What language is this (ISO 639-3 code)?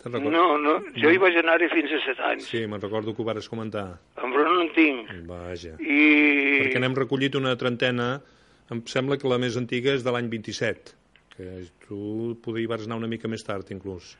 cat